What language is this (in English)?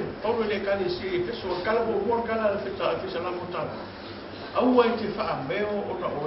Samoan